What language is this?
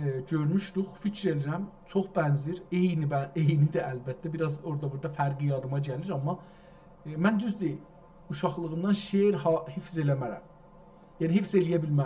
South Azerbaijani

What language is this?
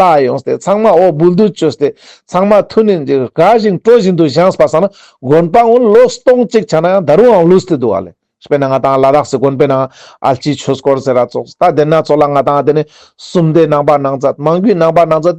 Ladakhi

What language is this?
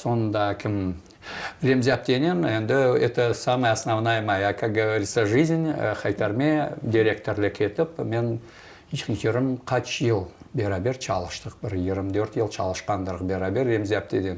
Crimean Tatar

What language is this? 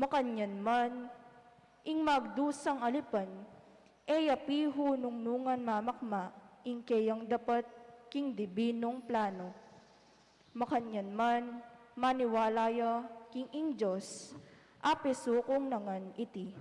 Pampanga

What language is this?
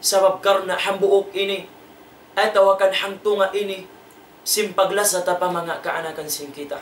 Tausug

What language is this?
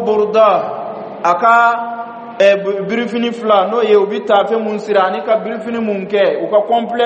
Bambara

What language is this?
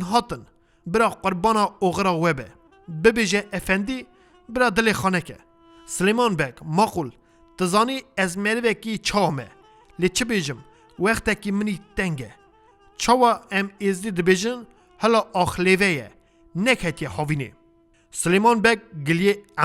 Kurdish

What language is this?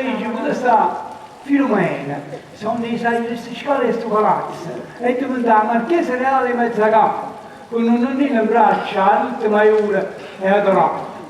Neapolitan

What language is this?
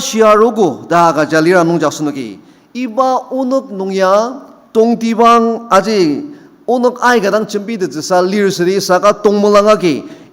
Ao Naga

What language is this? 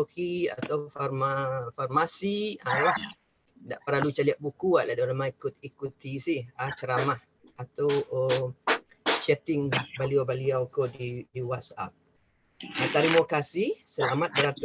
Minangkabau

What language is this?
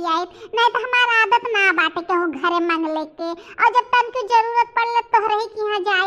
Bhojpuri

